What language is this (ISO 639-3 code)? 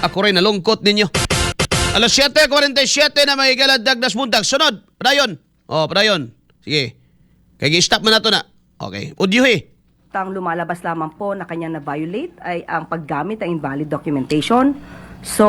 ceb